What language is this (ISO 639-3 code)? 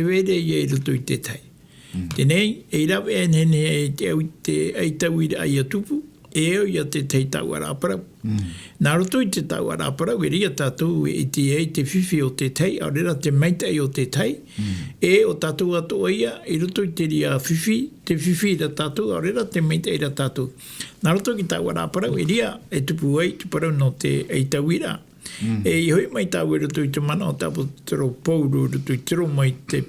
tah